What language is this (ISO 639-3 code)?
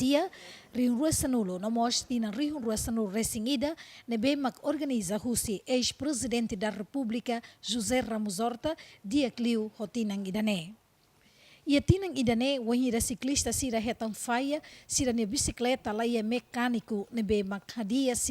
tet